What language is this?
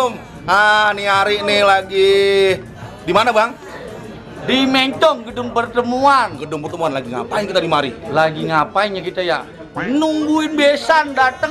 Betawi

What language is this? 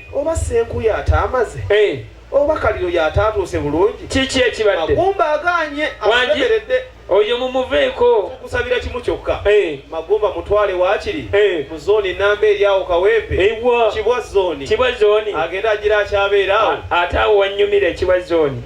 Ganda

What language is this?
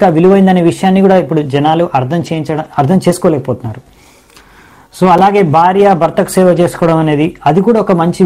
Telugu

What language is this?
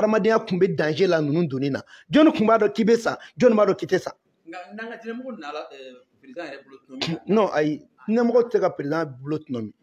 Bambara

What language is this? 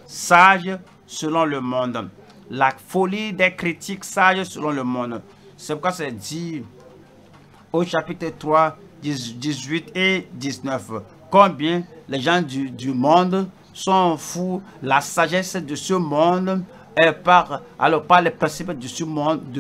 French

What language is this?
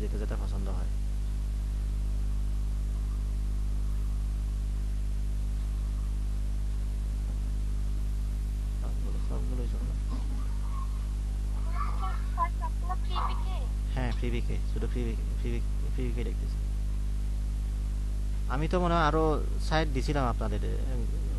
Bangla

